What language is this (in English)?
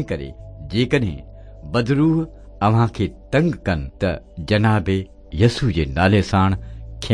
Sindhi